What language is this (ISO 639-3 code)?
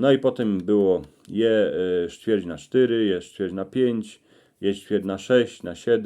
szl